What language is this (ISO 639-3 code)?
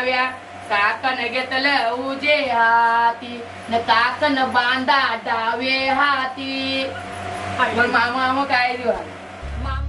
mar